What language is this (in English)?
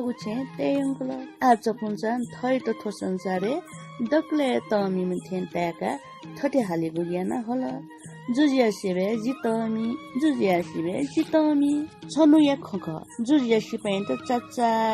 Newari